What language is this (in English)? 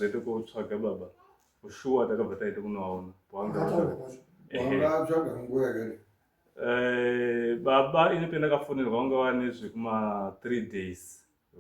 Shona